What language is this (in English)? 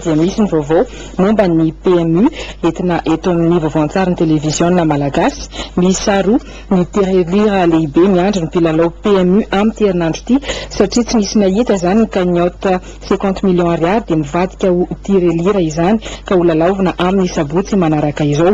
Malagasy